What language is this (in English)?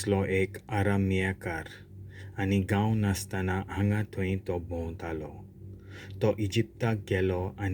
Konkani